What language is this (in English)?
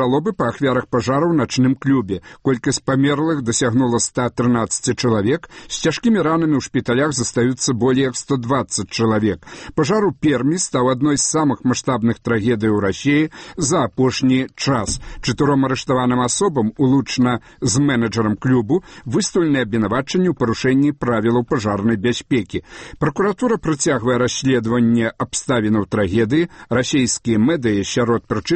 Belarusian